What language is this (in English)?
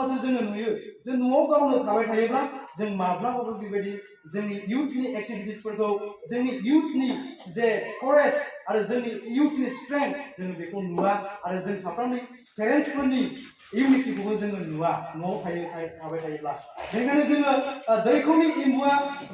Bodo